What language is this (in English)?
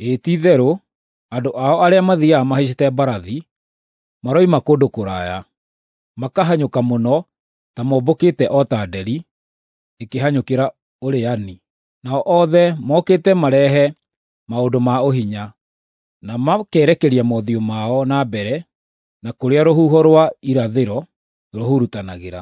Kikuyu